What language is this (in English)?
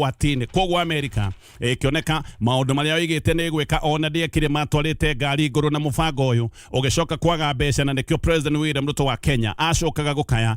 Kikuyu